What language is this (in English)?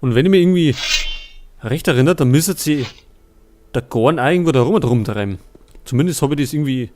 Bavarian